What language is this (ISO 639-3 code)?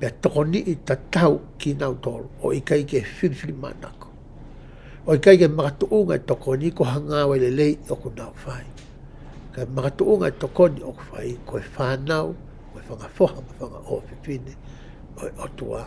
ton